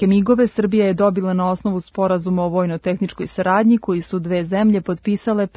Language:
Serbian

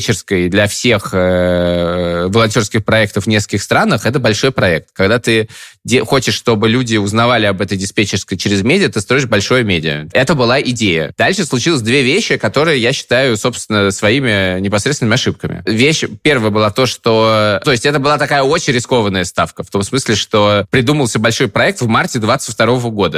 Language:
Russian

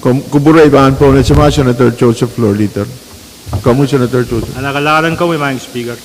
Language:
Pohnpeian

